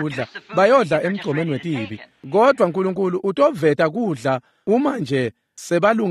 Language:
Swati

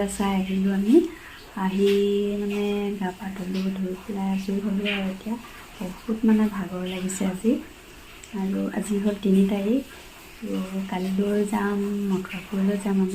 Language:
Assamese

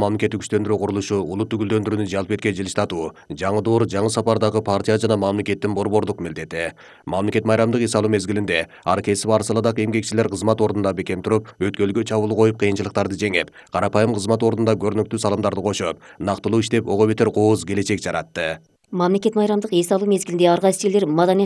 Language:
Kyrgyz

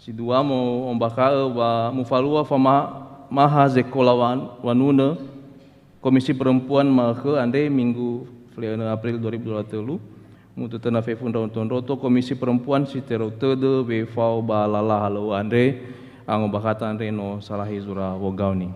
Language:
Nias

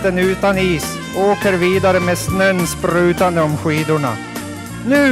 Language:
Swedish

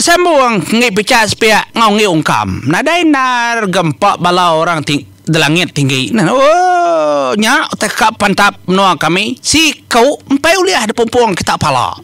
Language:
Iban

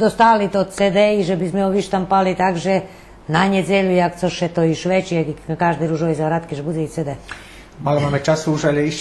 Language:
Rusyn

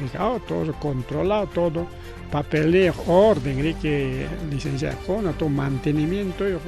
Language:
Ayacucho Quechua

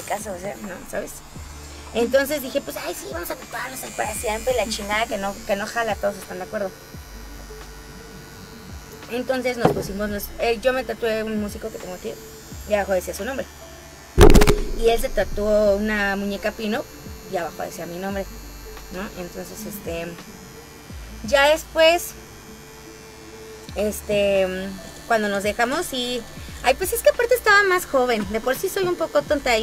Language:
Spanish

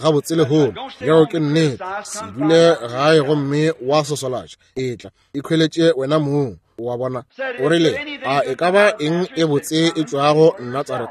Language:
Northern Sotho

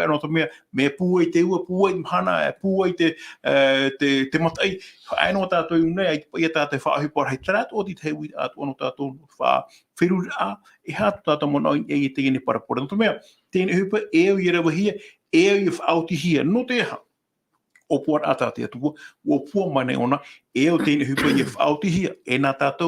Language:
Tahitian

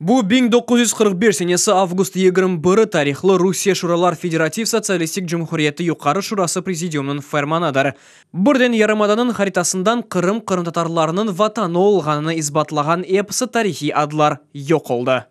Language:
Crimean Tatar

